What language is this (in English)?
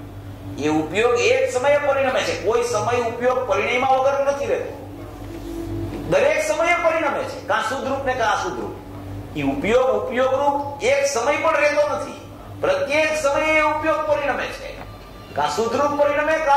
Gujarati